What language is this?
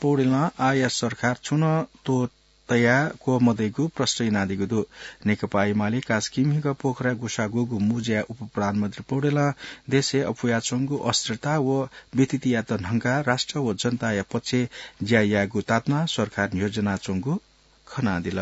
Newari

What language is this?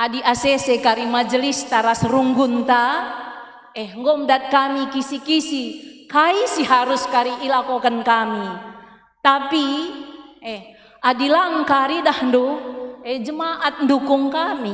Batak Karo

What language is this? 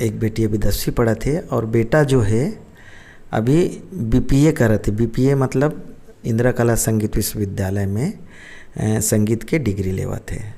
Chhattisgarhi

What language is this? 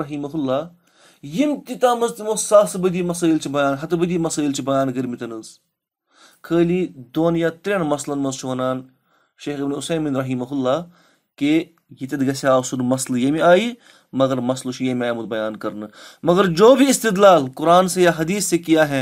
Kashmiri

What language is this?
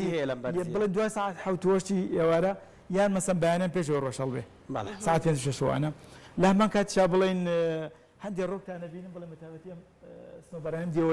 Central Kurdish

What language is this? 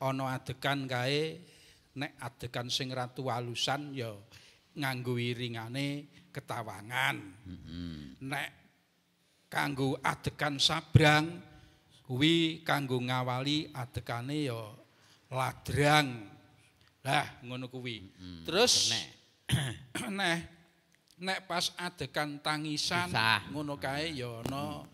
Javanese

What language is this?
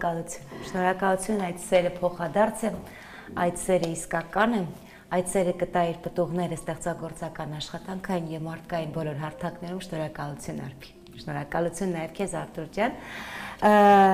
Armenian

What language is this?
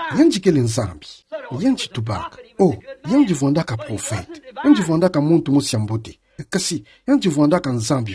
Kituba (Democratic Republic of Congo)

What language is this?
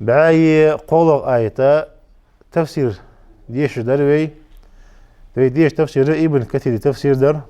Ingush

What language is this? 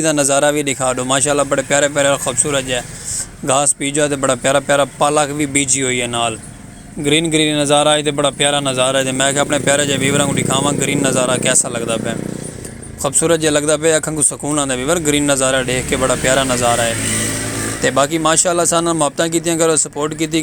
Saraiki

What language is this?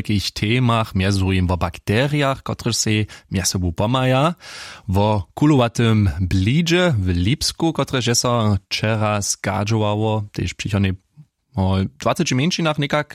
Upper Sorbian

